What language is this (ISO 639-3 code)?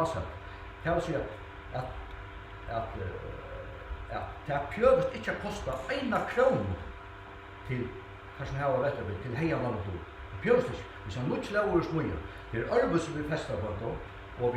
fao